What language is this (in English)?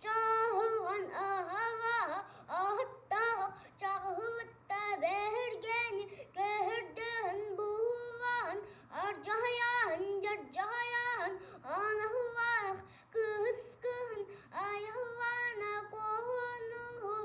Yakut